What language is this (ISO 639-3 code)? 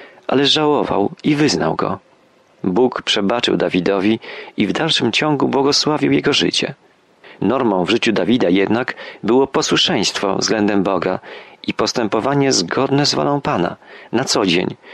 pol